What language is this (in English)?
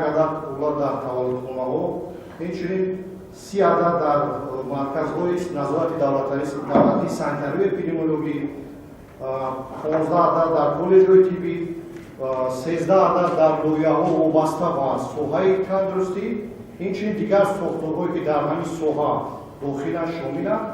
Tajik